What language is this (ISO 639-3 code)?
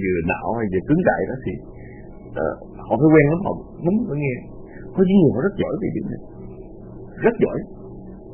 vie